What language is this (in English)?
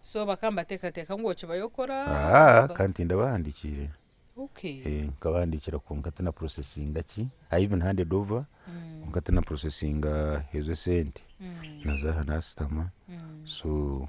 Nyankole